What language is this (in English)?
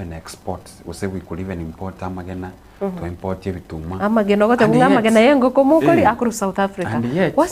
Gusii